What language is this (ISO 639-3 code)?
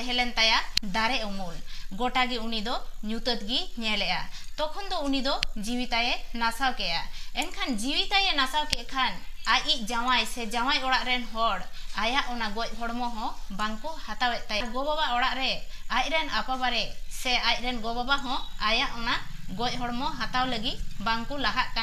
sat